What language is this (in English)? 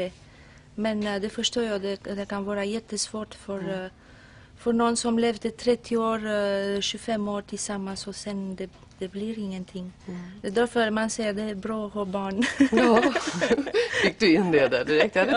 Swedish